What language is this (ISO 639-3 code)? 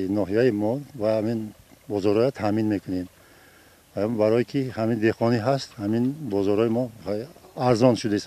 tgk